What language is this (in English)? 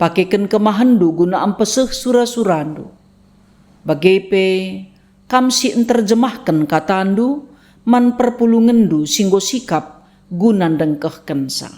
Batak Karo